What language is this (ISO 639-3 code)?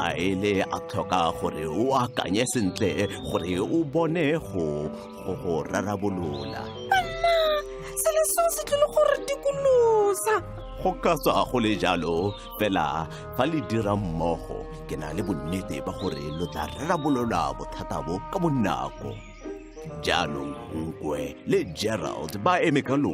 tsn